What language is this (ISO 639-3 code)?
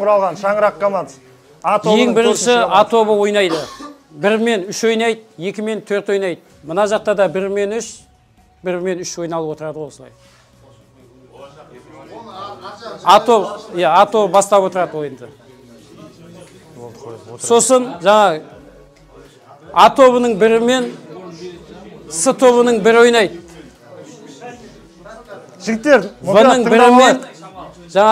kaz